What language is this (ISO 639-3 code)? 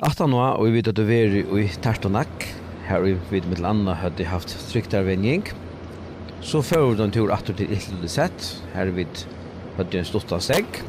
fao